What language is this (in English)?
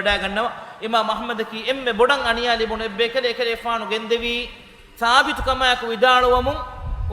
Divehi